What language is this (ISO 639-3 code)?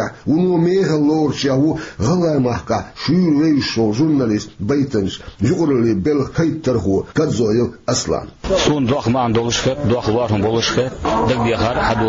che